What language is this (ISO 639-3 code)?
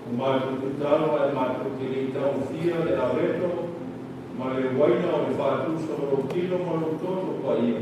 smo